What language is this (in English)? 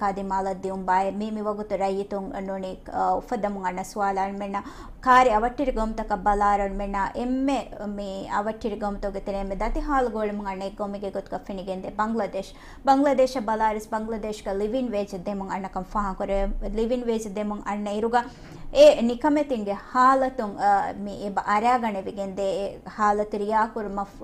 Divehi